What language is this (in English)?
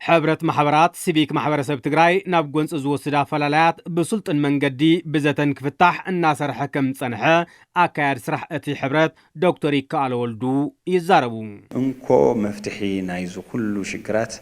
Tigrinya